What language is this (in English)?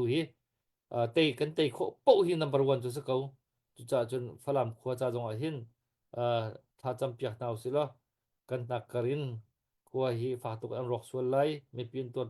Hakha Chin